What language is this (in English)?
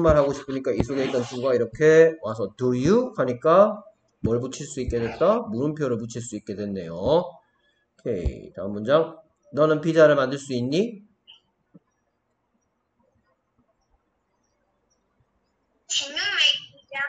Korean